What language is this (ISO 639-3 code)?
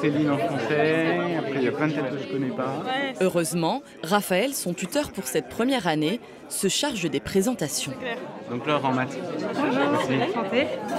fra